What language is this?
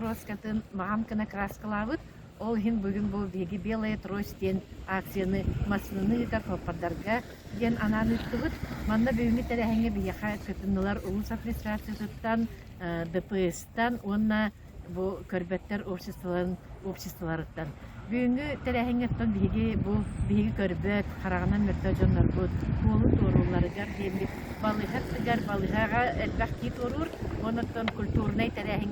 Yakut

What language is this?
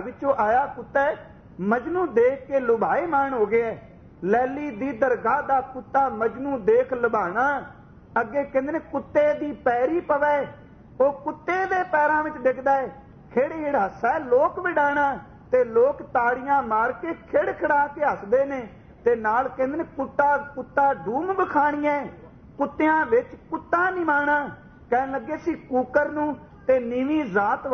Punjabi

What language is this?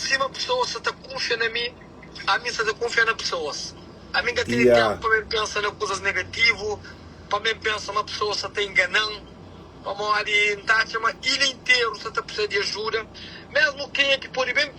Kabuverdianu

